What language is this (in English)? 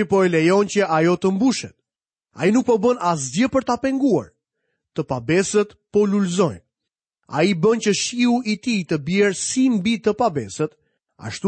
Albanian